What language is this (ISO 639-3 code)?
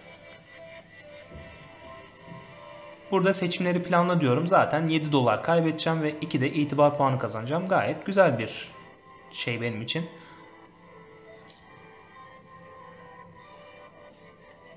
tur